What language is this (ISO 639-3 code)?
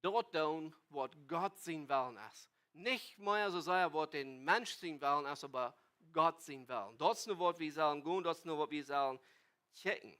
pdt